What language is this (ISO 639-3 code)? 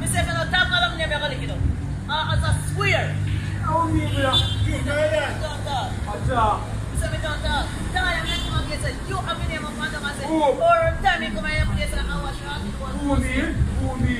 jam